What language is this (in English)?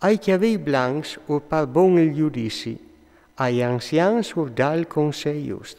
Friulian